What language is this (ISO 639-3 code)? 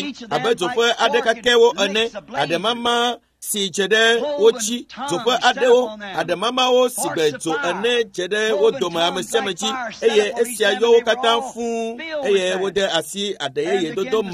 ewe